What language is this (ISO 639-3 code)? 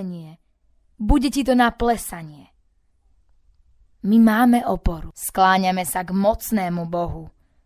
slk